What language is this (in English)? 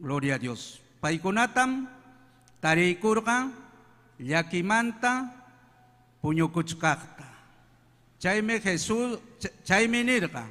Ayacucho Quechua